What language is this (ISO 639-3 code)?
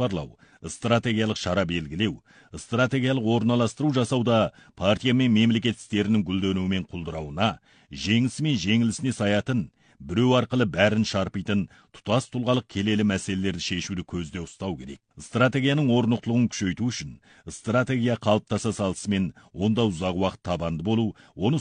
kaz